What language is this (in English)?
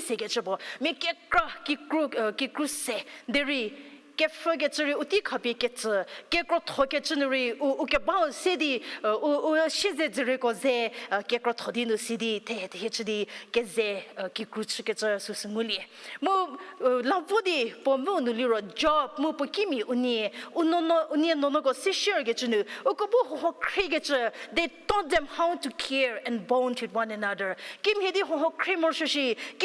Angami Naga